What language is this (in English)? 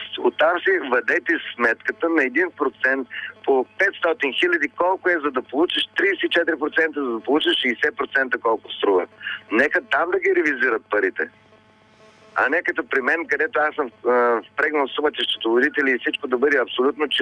Bulgarian